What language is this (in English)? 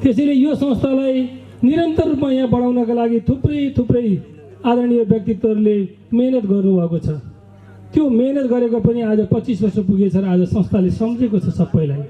Nepali